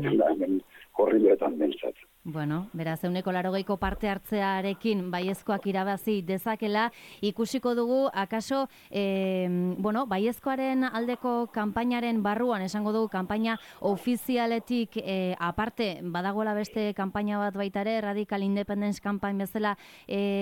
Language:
Basque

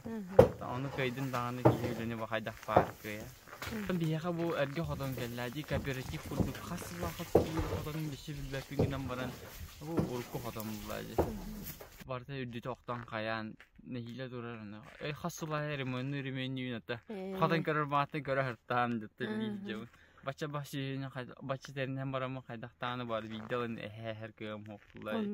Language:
Yakut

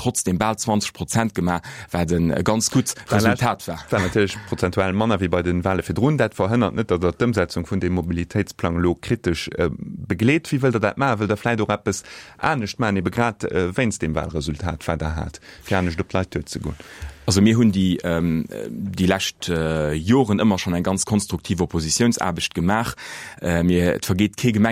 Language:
Luxembourgish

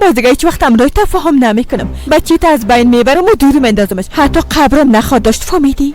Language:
Persian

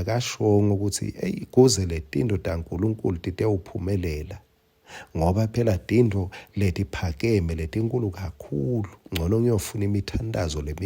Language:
Swati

